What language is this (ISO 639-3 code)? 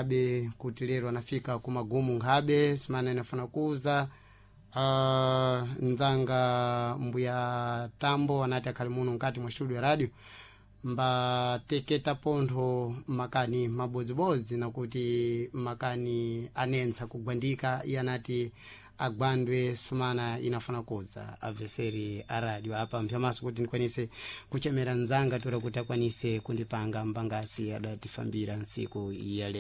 seh